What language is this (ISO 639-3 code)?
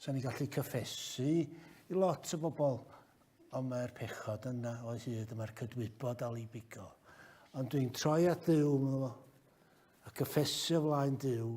cym